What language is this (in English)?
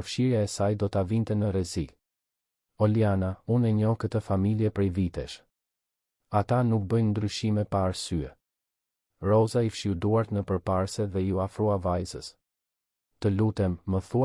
Albanian